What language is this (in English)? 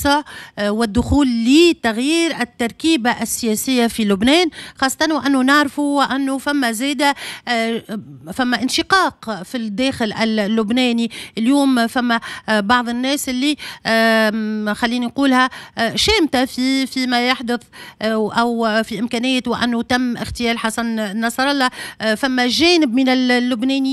Tunisian Arabic